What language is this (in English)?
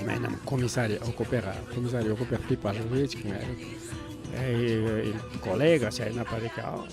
Ayacucho Quechua